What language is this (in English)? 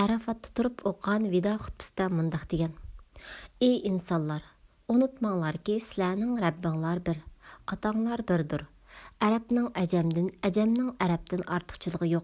Uyghur